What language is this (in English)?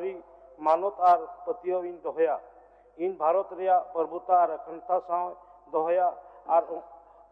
Santali